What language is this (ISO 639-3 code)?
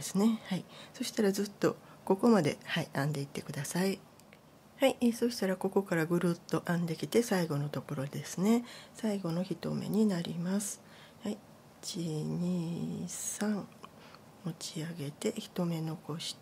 jpn